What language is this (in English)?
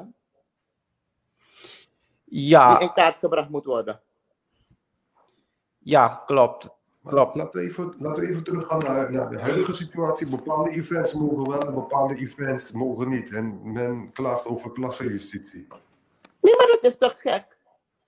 Dutch